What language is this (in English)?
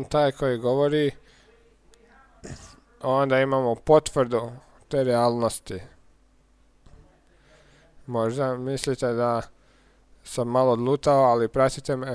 Croatian